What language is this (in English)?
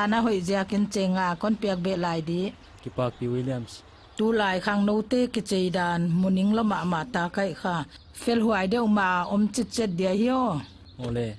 Paite Chin